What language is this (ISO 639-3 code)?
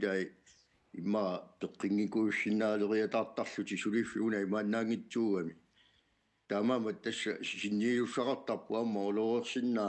kal